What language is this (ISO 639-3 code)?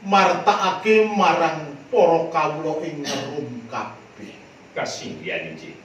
jav